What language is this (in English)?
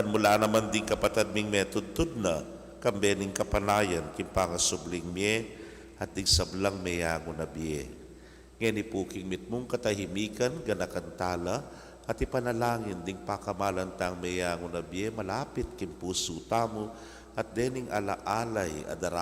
Pampanga